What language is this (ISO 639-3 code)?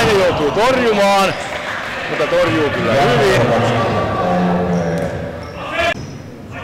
fin